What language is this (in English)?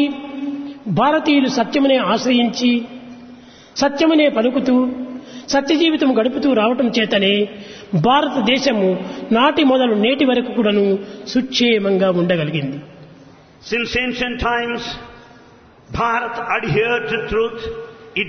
Telugu